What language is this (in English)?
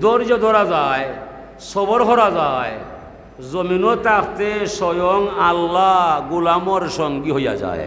Sylheti